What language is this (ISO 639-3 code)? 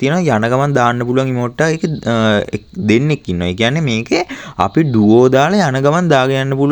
sin